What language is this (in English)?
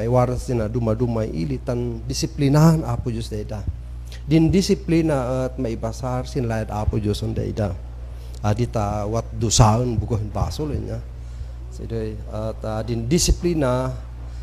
Kankanaey